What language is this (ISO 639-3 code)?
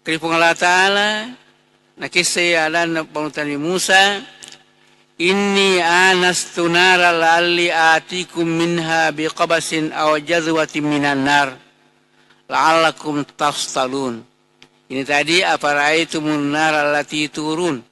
bug